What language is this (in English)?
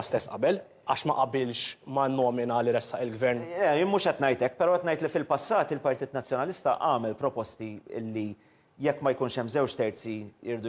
Maltese